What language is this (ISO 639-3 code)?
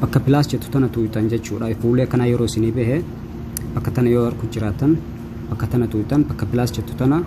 orm